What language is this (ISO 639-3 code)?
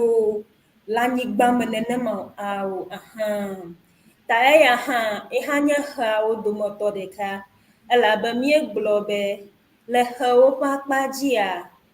ewe